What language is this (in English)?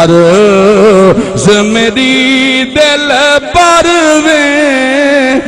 Saraiki